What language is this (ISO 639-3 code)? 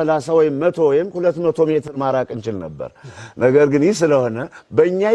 amh